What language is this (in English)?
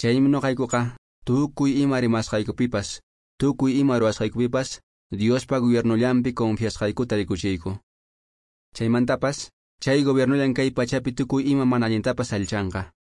Quechua